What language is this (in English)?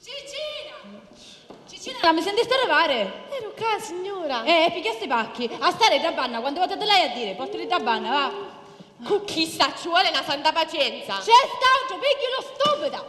Sicilian